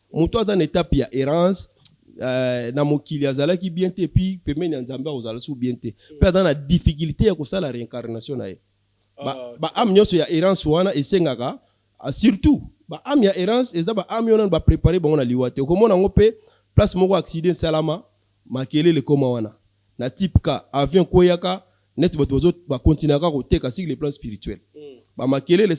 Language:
Lingala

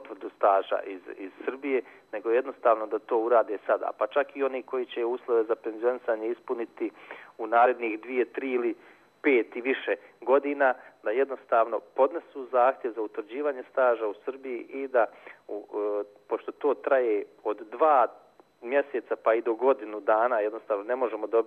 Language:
Bosnian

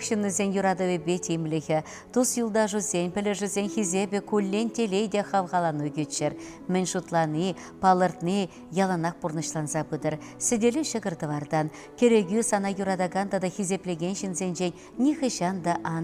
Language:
Chuvash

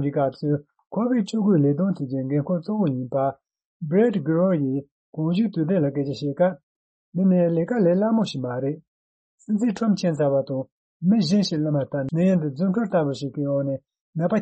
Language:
Tibetan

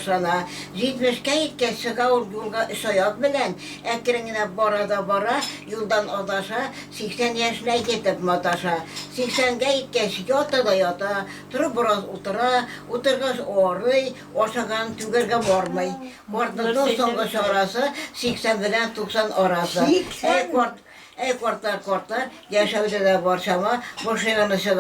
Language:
Bashkir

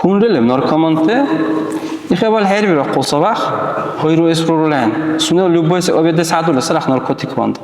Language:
Dargwa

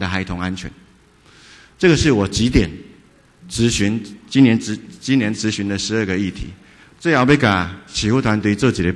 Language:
Chinese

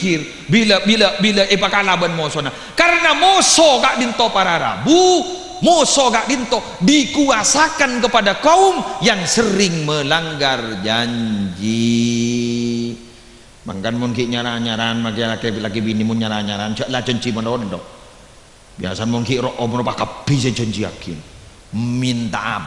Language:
Madurese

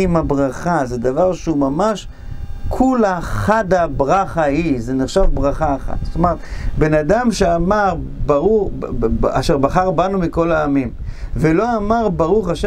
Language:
Hebrew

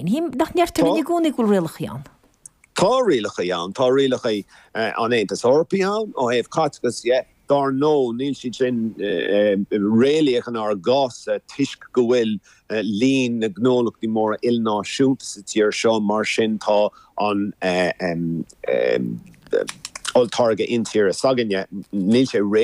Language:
Irish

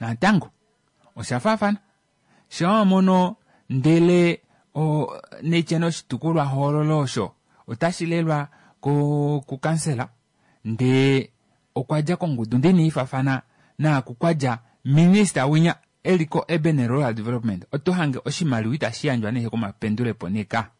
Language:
Kuanyama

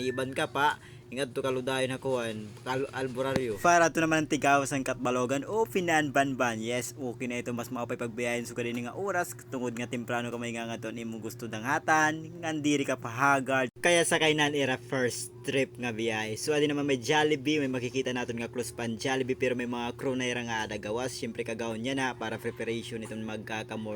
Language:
Waray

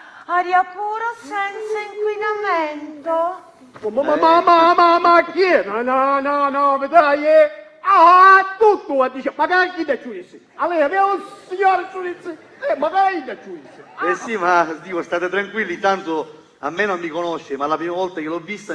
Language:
Sicilian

